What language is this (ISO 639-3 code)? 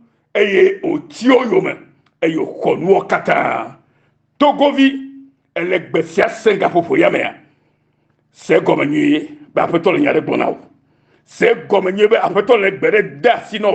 ewe